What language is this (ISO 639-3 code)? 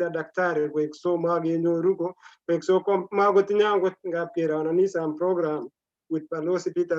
kln